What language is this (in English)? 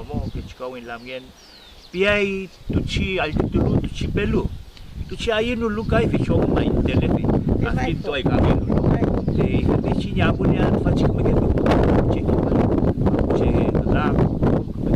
Mapuche